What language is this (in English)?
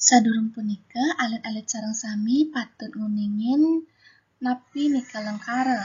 Balinese